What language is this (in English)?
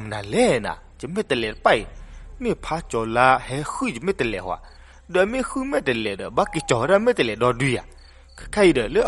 S'gaw Karen